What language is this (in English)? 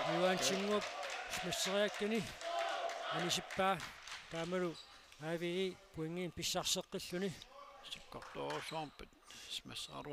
Kalaallisut